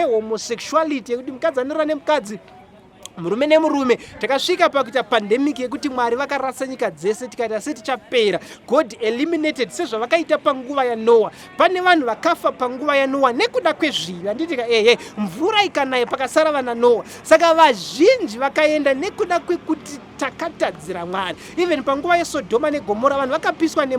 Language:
Shona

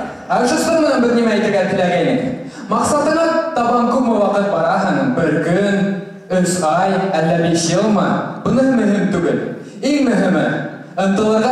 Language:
Bashkir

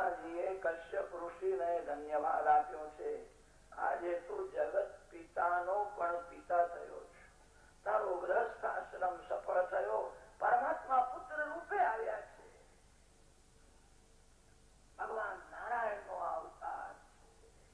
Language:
Gujarati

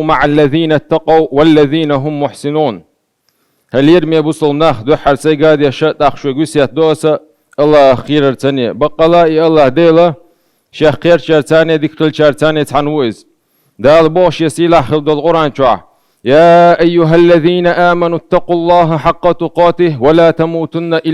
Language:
Chechen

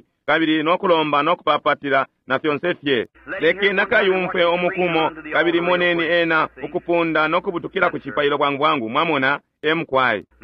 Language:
Bemba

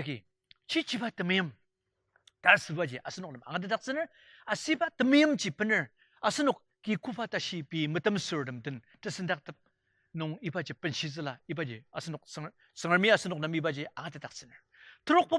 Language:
Ao Naga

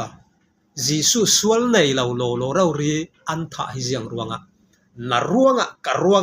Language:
Falam Chin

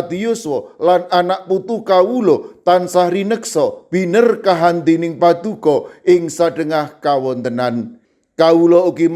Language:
Javanese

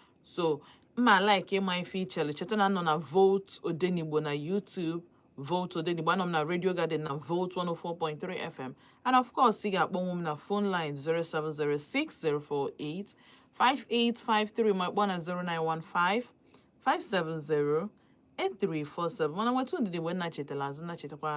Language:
Igbo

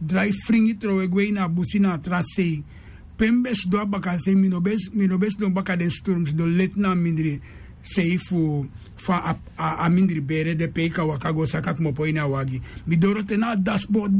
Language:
Sranan Tongo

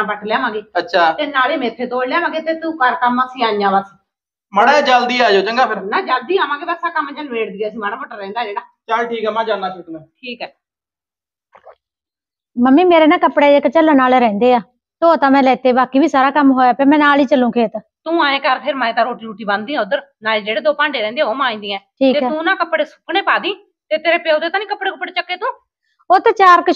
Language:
Punjabi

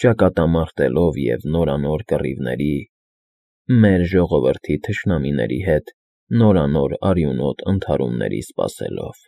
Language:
Armenian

